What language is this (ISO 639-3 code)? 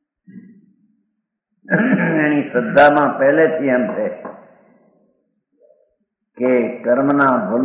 guj